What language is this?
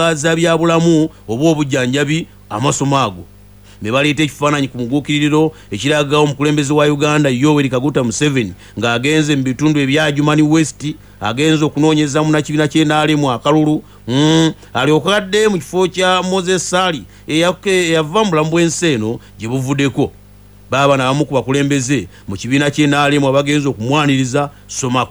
Ganda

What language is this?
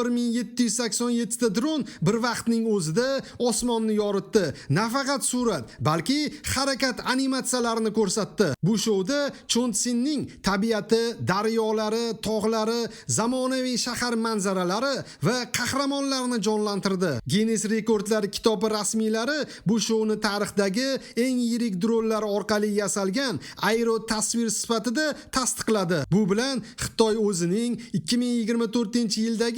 Uzbek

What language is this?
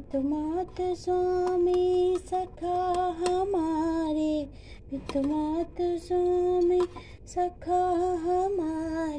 Sanskrit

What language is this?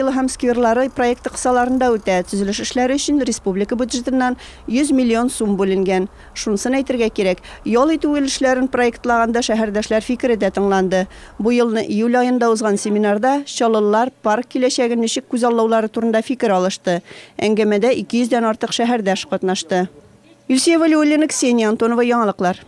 Tatar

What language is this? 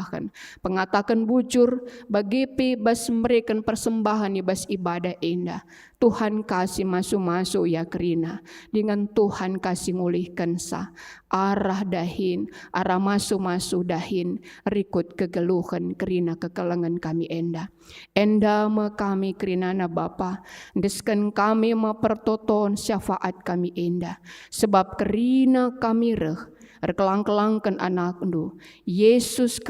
Batak Karo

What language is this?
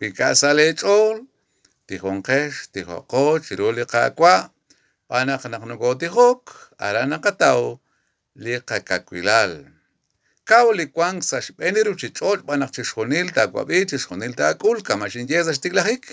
Kekchí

